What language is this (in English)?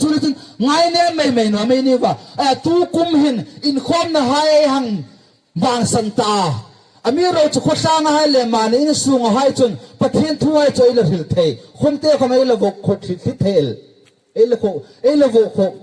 Hmar